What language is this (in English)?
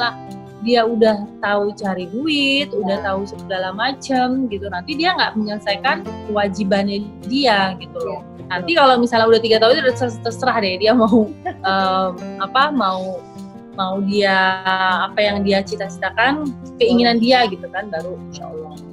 Indonesian